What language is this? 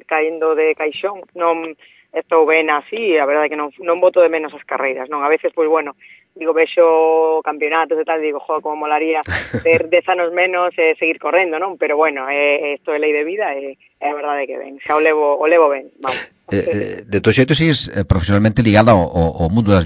Galician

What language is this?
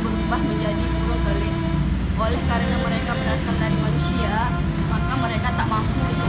Sasak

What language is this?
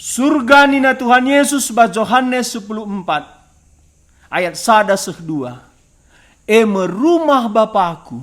Batak Karo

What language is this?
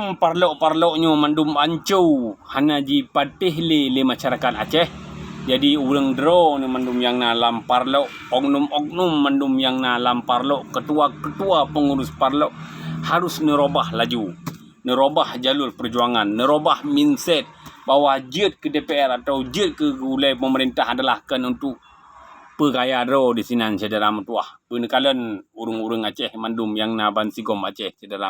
Achinese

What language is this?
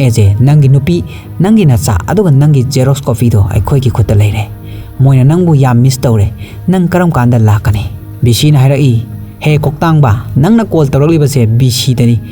Manipuri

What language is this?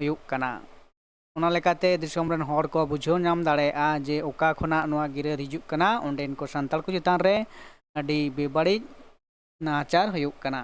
Santali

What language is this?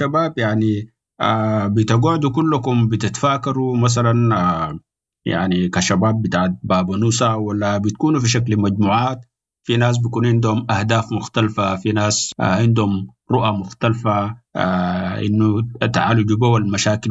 Sudanese Arabic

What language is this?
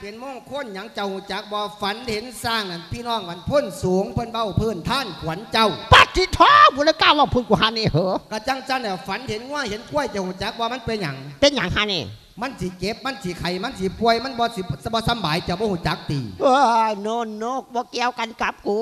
Lao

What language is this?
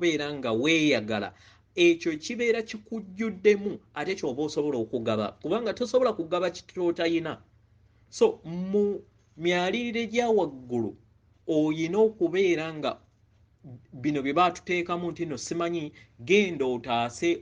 Ganda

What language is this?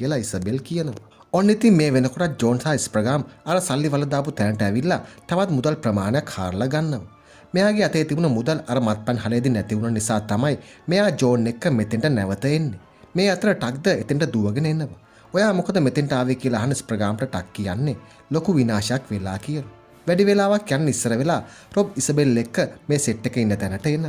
Sinhala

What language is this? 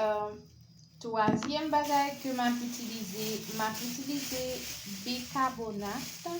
Haitian Creole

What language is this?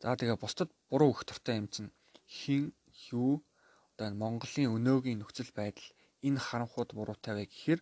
Mongolian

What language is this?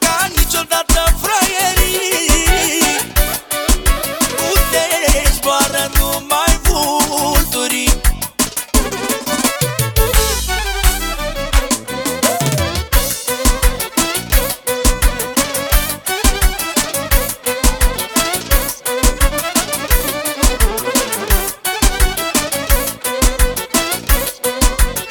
Romanian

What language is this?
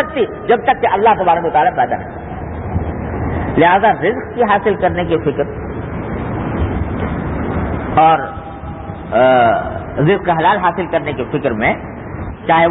Urdu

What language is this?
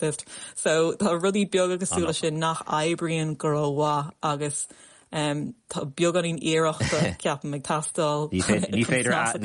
Irish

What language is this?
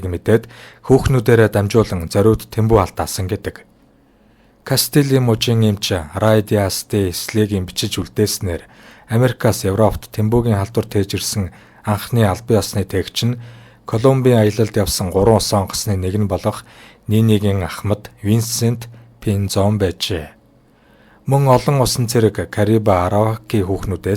Mongolian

